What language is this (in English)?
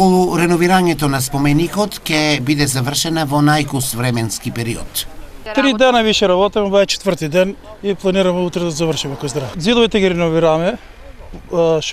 Macedonian